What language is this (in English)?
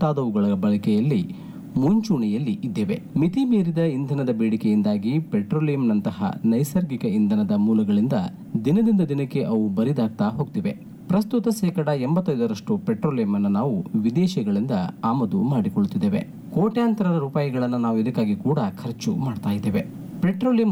Kannada